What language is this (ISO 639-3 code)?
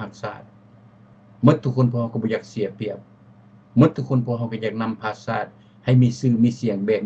lao